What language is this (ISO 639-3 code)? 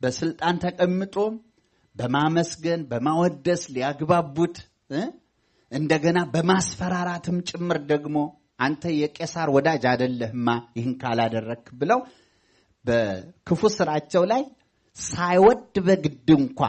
amh